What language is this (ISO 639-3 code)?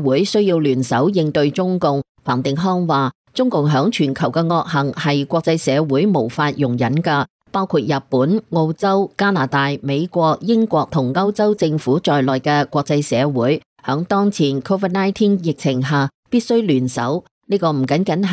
yue